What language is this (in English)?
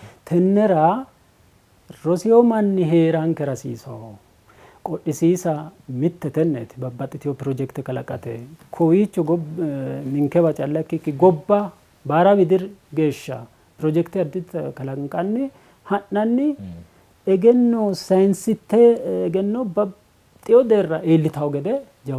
Sidamo